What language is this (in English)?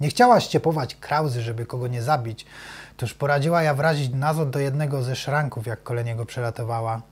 Silesian